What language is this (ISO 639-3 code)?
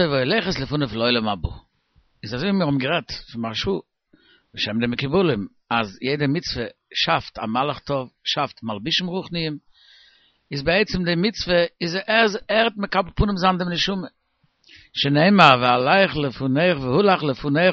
yid